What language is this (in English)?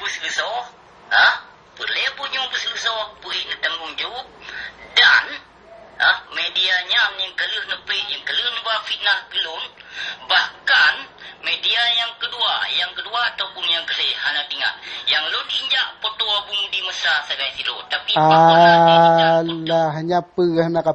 Achinese